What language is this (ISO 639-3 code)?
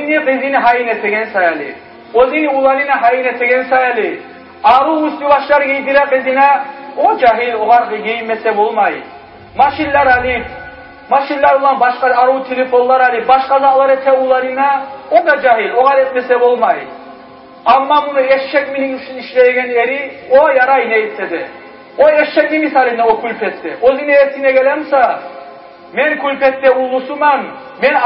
kum